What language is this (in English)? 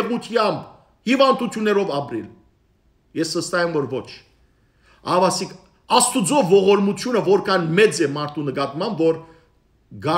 Western Armenian